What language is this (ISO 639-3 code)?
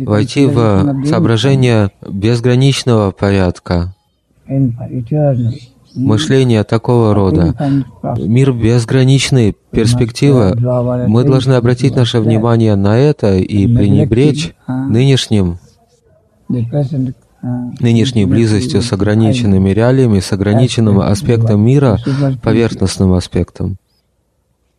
rus